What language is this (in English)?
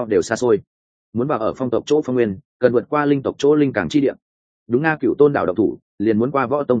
Vietnamese